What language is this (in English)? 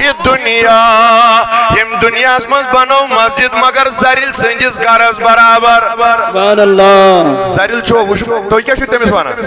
Kashmiri